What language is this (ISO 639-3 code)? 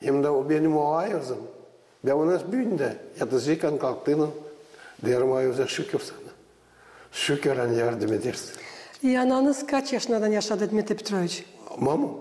gag